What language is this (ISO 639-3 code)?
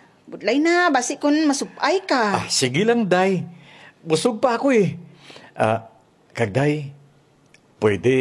hil